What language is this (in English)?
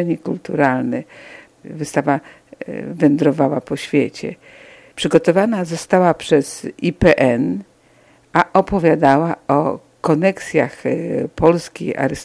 Polish